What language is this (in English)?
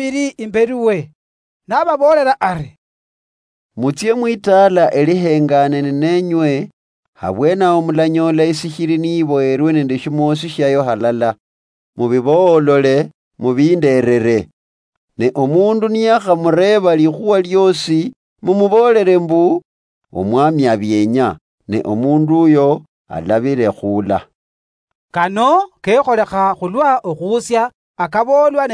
Luyia